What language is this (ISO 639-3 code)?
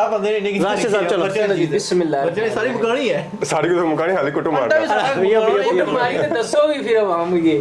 phr